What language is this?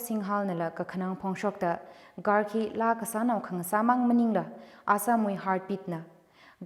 Tangkhul Naga (India)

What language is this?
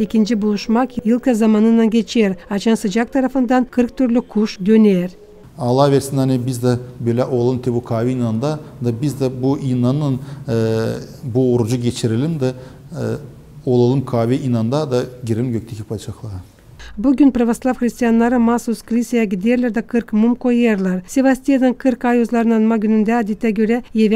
Gagauz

